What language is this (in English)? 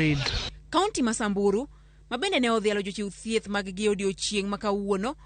Luo (Kenya and Tanzania)